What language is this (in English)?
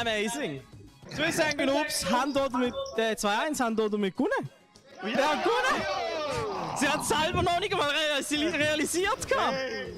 Swiss German